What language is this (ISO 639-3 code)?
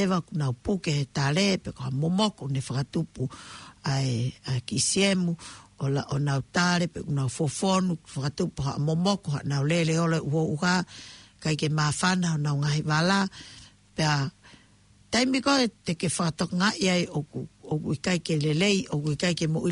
ton